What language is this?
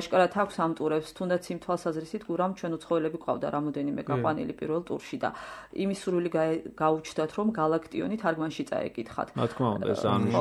Georgian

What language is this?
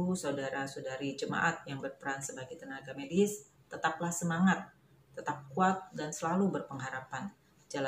Indonesian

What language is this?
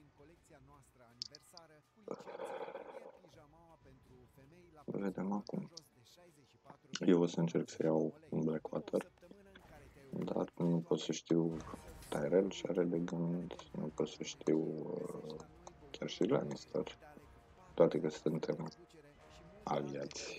Romanian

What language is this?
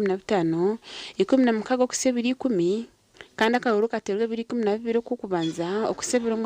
Nyankole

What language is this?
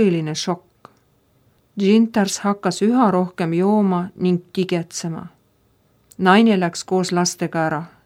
Estonian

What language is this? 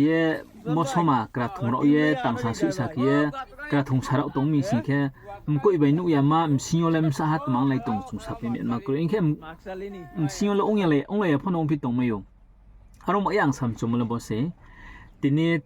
Riang (India)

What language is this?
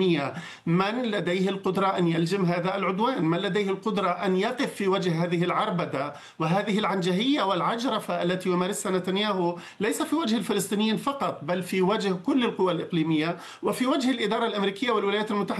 Arabic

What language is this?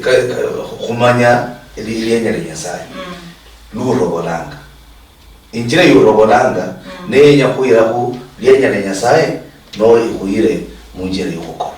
Luyia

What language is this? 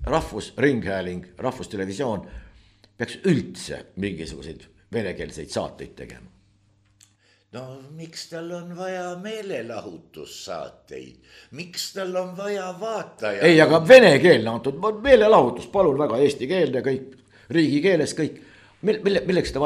Estonian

